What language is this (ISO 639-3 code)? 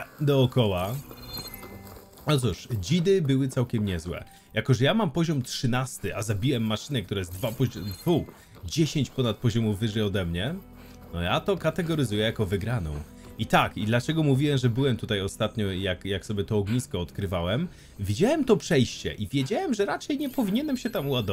pol